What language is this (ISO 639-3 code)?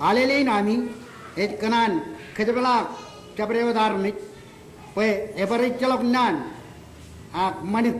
mah